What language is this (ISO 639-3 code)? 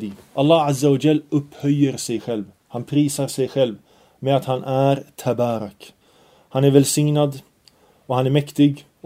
swe